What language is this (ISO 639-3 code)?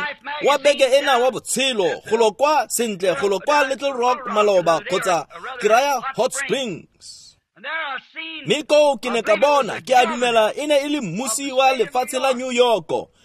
tsn